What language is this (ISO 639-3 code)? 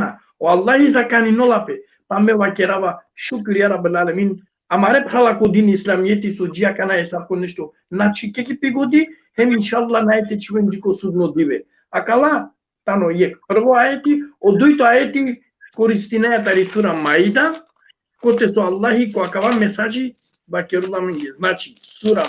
rmn